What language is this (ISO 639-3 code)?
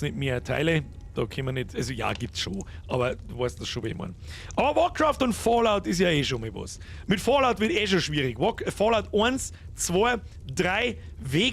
bar